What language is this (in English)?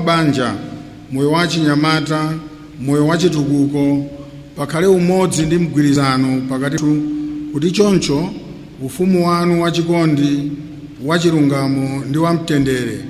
Nyanja